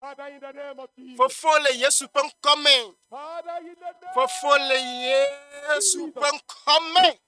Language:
Ewe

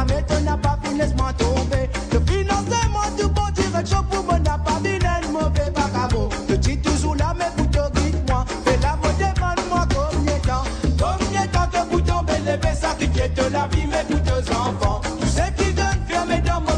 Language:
Morisyen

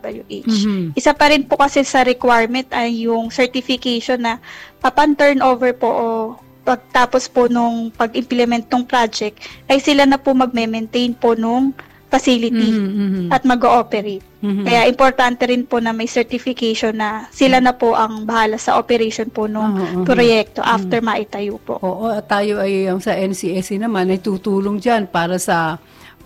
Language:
Filipino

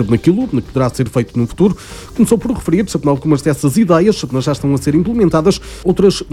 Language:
Portuguese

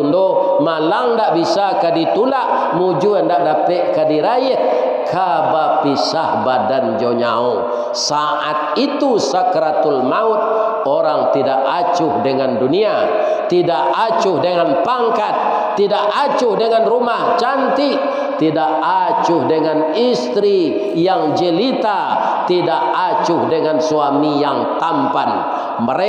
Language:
Minangkabau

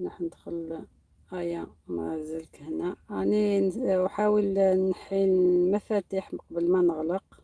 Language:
Algerian Arabic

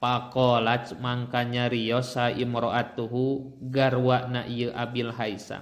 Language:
Sundanese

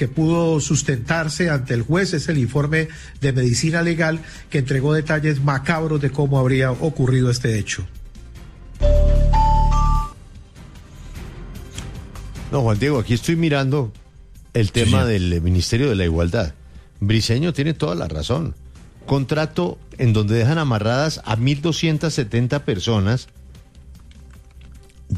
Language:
Spanish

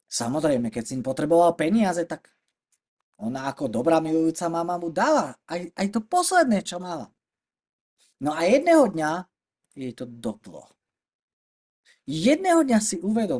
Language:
Slovak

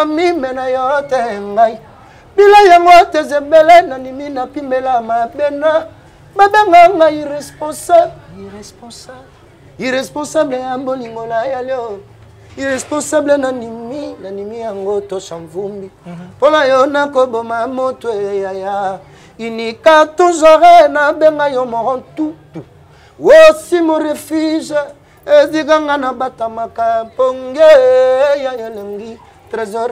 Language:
Lingala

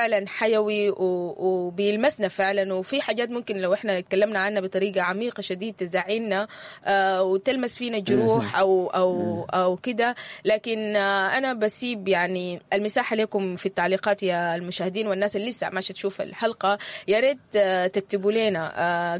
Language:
Sudanese Arabic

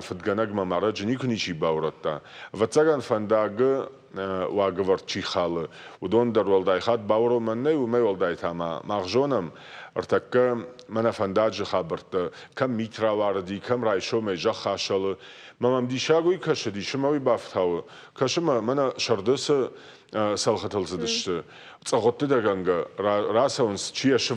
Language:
Ossetic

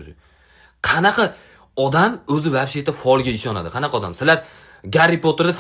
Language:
Uzbek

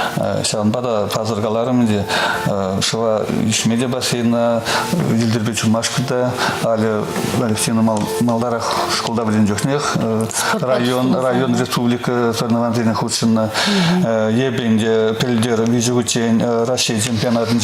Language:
Chuvash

